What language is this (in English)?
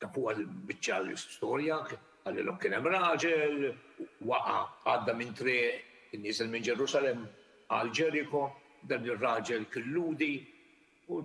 Maltese